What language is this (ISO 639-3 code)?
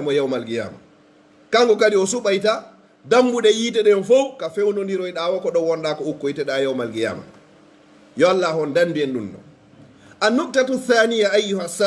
fuf